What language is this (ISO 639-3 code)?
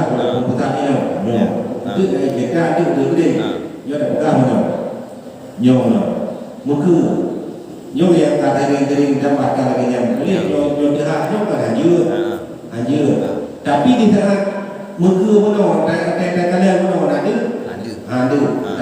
ace